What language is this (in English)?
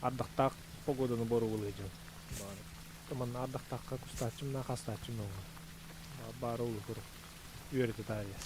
Yakut